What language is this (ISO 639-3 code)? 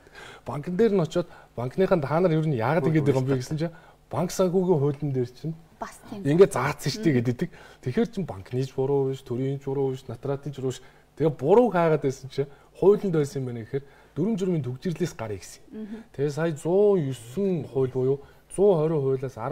mon